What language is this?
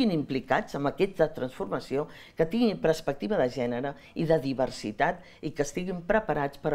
Catalan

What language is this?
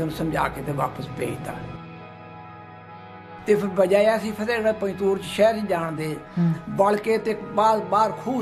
Punjabi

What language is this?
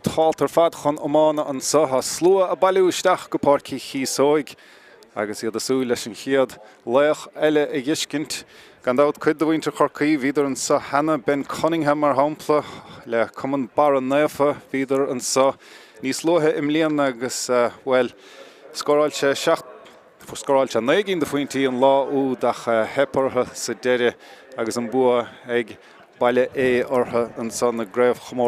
Irish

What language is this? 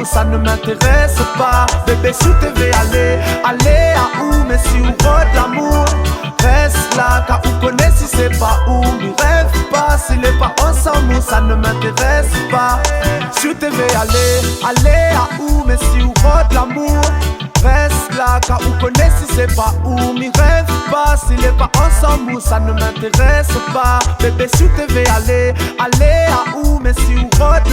Réunion Creole French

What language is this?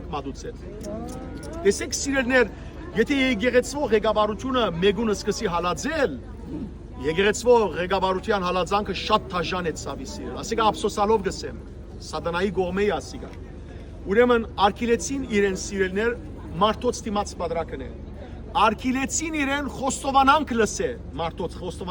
Western Armenian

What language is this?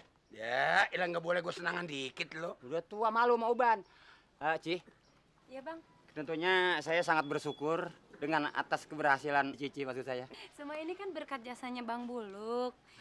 Betawi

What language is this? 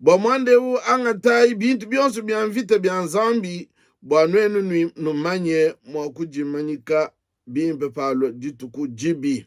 Luba-Lulua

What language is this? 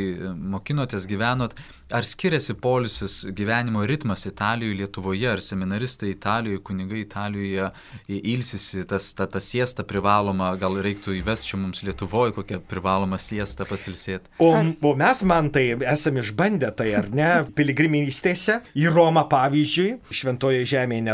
Lithuanian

